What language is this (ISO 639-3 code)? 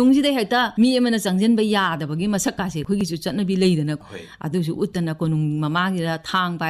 mni